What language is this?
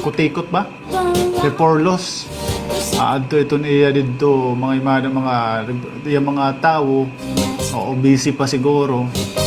Waray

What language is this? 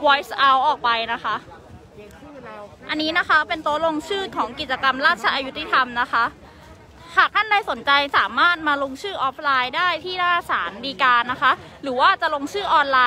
Thai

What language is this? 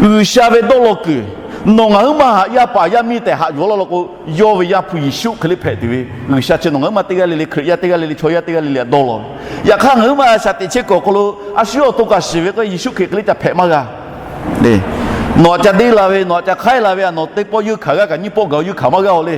Lahu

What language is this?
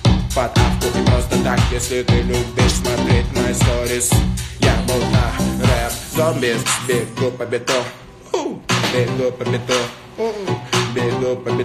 Russian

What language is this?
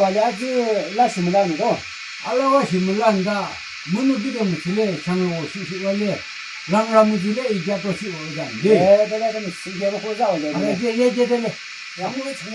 Yimchungru Naga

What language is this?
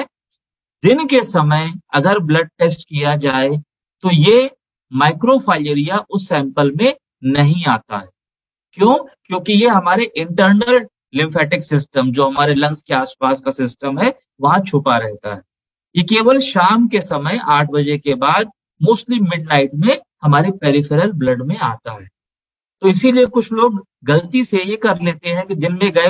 Hindi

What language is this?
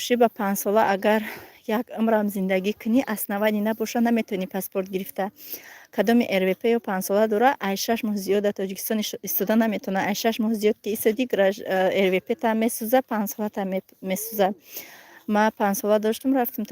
Tajik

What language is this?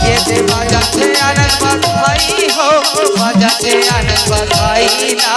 Chhattisgarhi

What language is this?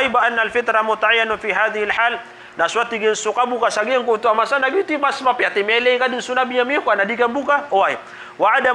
Maranao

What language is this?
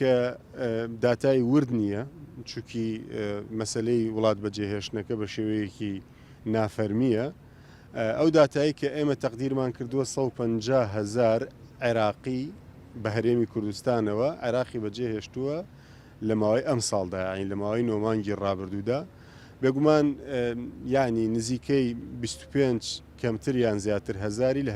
Central Kurdish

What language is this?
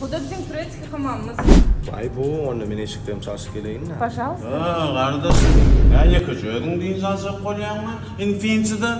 Turkmen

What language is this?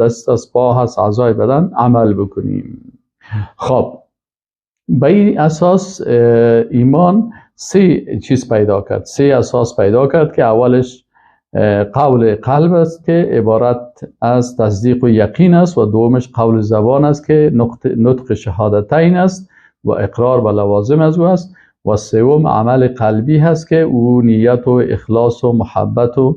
Persian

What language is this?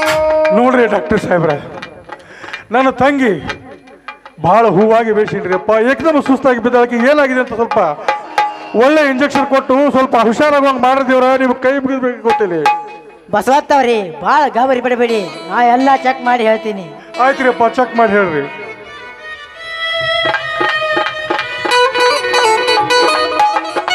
Kannada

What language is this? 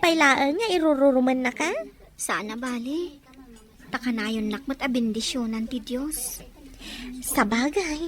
Iloko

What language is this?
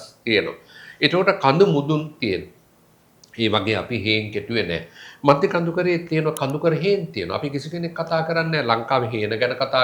Sinhala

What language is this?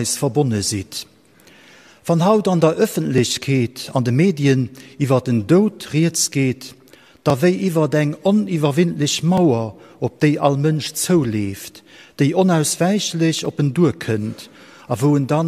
Luxembourgish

